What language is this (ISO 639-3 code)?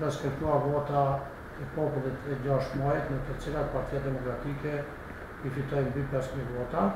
sqi